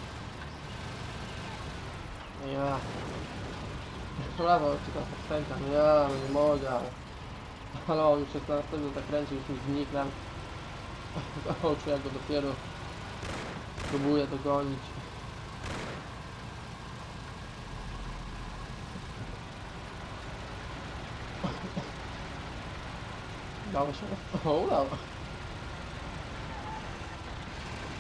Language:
Polish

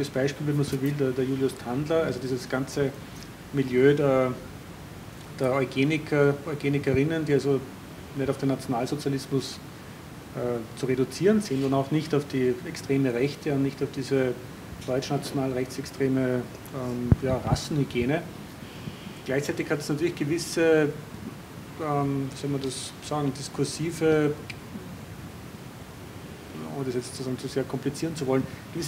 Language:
German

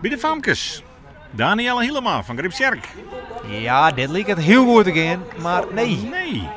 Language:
Western Frisian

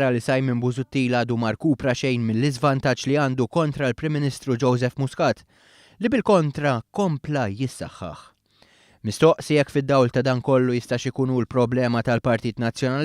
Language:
Maltese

